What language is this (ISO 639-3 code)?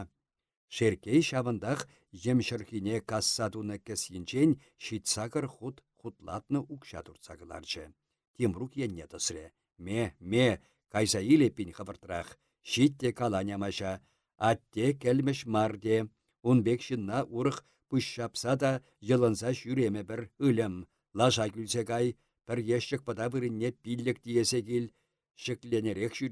chv